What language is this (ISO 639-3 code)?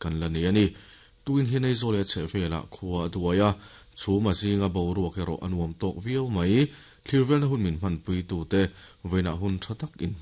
lus